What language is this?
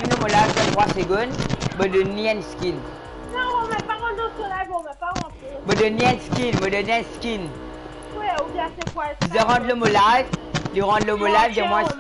Morisyen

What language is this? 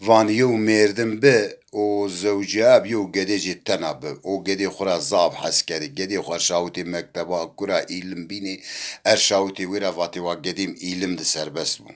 Zaza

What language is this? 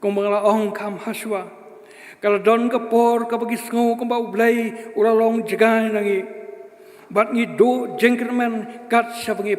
Khasi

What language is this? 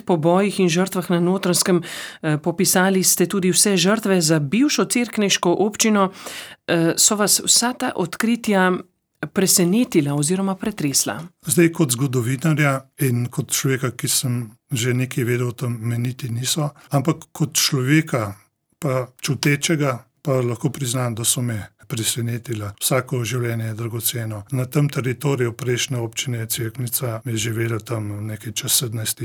Slovenian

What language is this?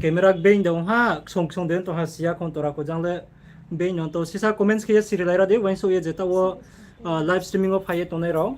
Riang (India)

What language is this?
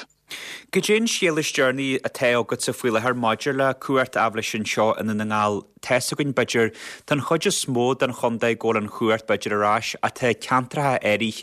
Irish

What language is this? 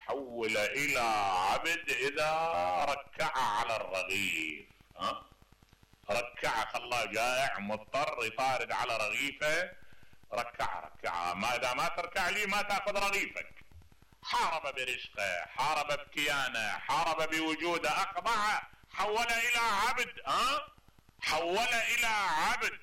Mesopotamian Arabic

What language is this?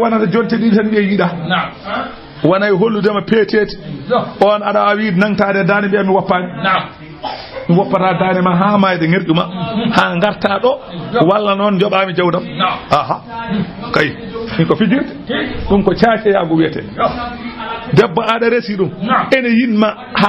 Fula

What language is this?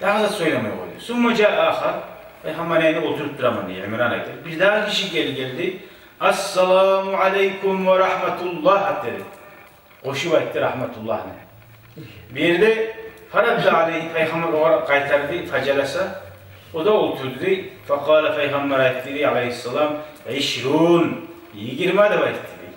Kumyk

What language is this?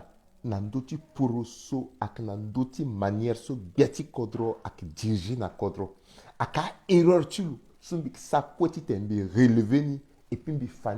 Sango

